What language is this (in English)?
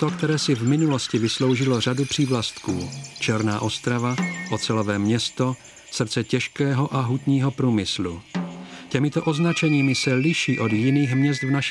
Czech